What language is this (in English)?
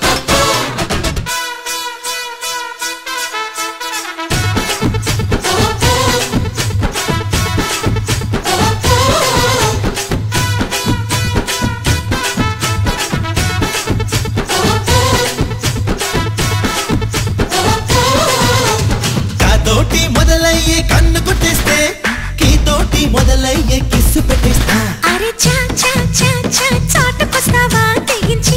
Telugu